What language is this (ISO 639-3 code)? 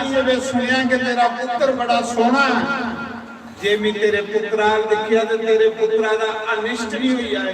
doi